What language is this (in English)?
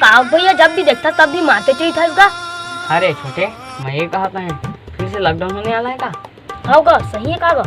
Chhattisgarhi